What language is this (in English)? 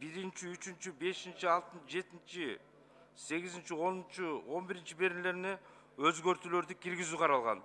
Kyrgyz